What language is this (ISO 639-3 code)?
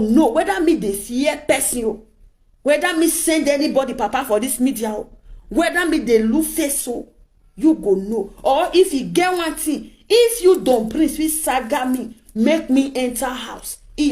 pcm